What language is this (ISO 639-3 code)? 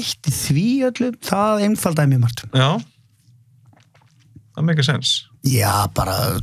isl